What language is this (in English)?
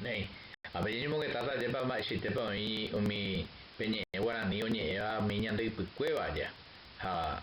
Guarani